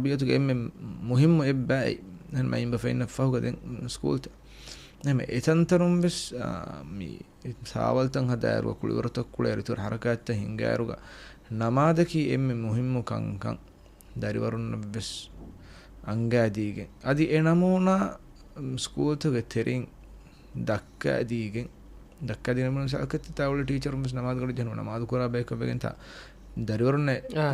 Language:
Divehi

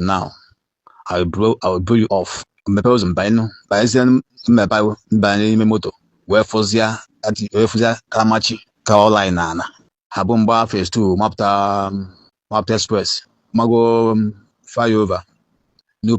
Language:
Igbo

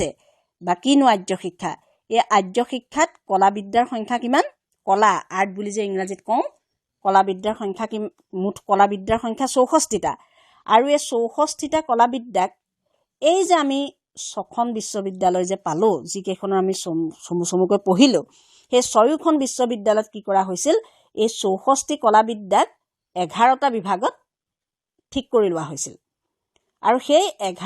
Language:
Assamese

